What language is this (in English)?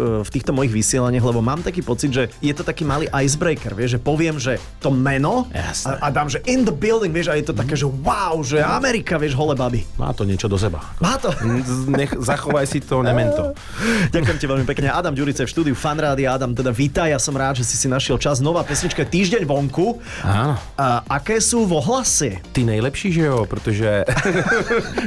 Slovak